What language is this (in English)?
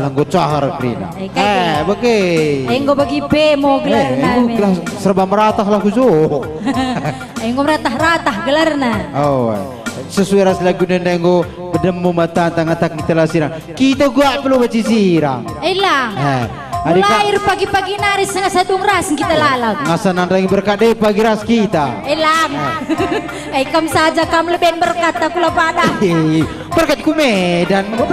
Batak Karo